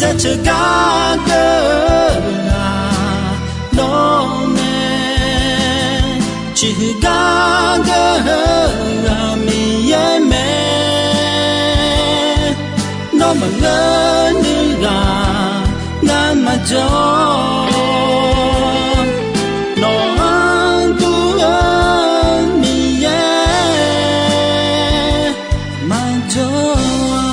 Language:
Akha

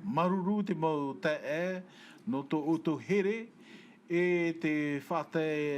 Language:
Tahitian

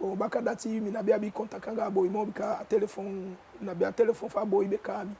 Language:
Eastern Maroon Creole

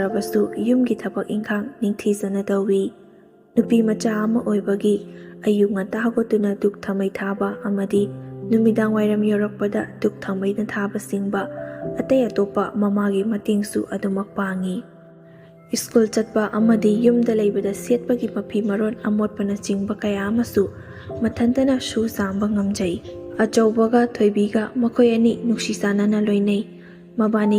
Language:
Manipuri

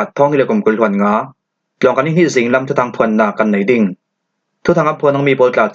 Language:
Falam Chin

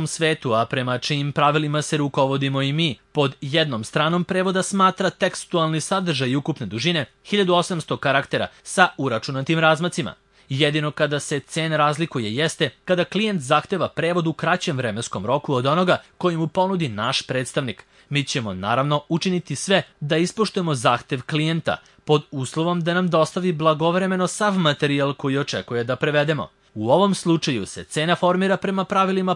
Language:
Serbian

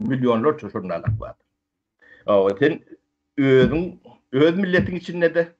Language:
Turkmen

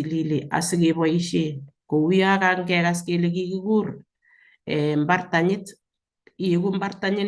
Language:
Kalenjin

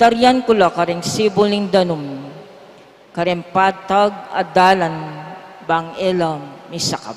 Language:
Pampanga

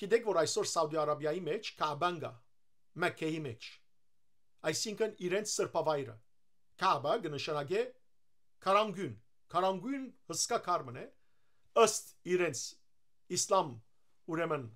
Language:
Western Armenian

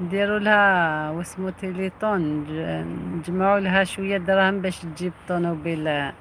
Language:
Algerian Arabic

